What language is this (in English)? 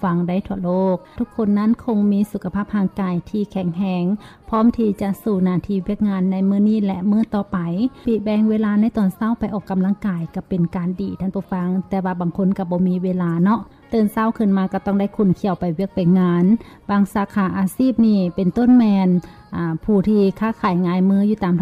Lao